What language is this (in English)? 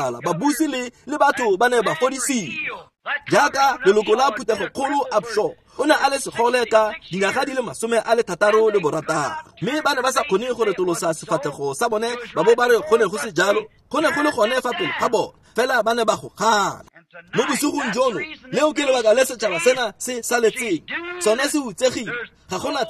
Tswana